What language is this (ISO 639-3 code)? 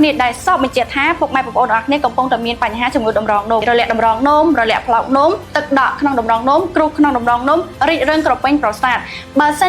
khm